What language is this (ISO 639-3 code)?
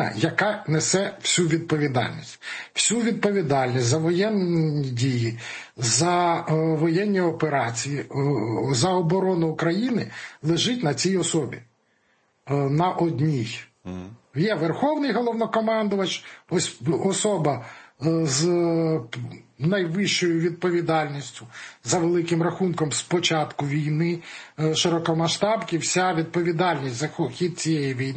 ukr